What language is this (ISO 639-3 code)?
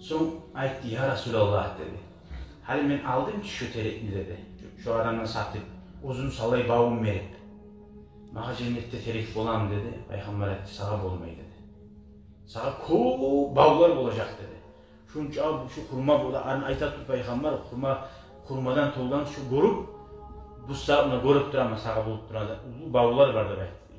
kum